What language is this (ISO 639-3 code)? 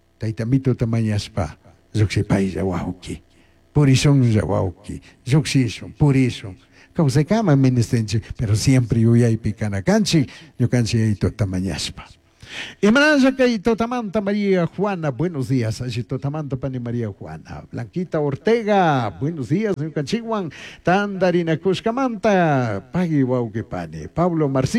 qug